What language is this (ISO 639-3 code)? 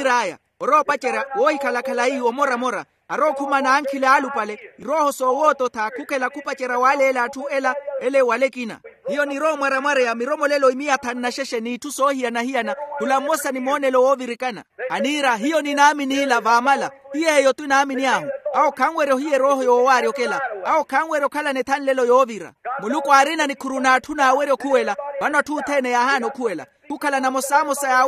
vmw